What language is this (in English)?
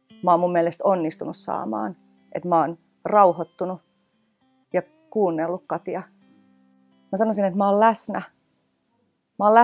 Finnish